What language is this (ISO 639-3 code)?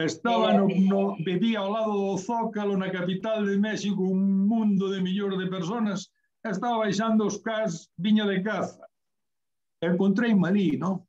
glg